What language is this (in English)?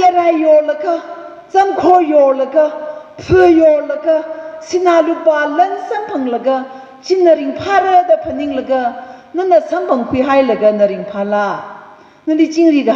Tangkhul Naga (India)